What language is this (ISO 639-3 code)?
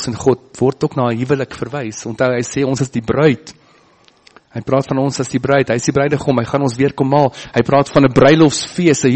afr